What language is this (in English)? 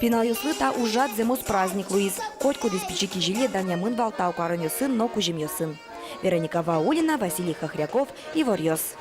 Udmurt